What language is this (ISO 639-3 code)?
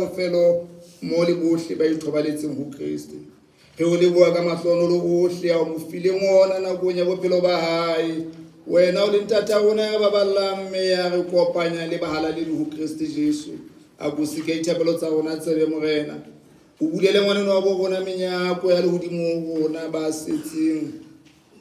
sot